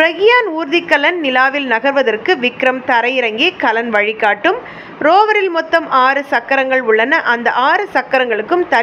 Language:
Tamil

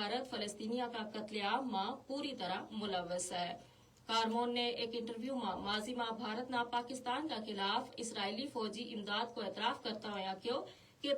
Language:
Gujari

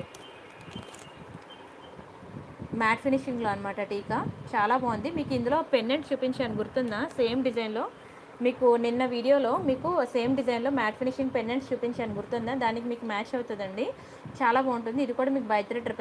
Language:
Telugu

